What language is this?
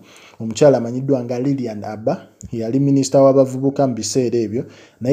Ganda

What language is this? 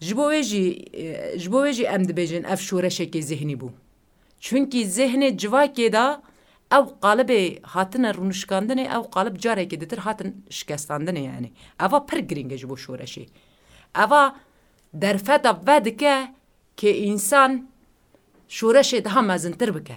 Kurdish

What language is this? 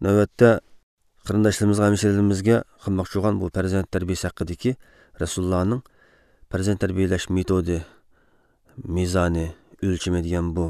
Uyghur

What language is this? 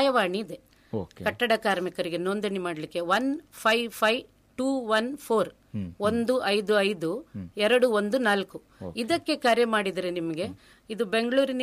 Kannada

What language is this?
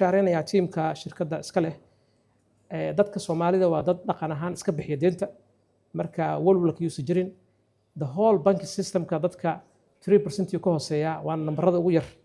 Somali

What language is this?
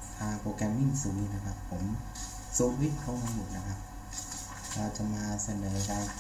Thai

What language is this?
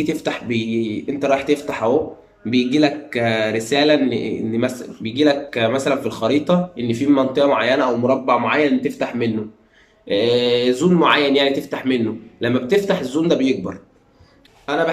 Egyptian Arabic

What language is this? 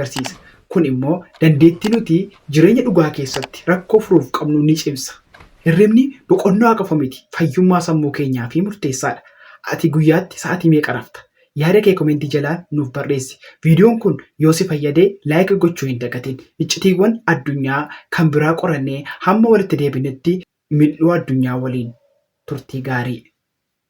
Oromo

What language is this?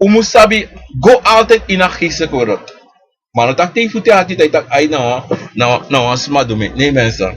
Sranan Tongo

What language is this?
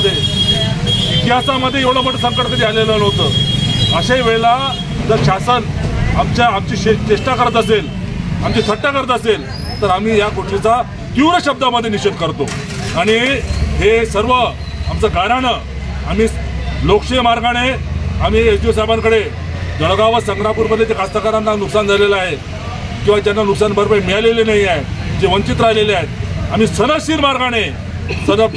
Marathi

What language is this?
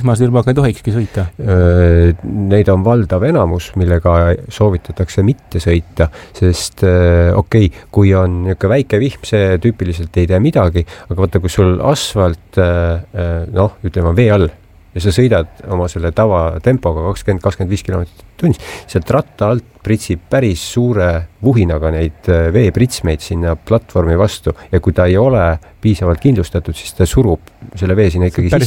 Estonian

